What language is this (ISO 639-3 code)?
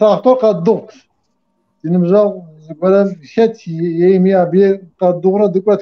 kbd